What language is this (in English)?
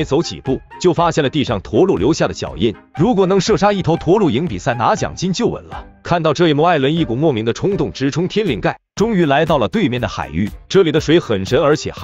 Chinese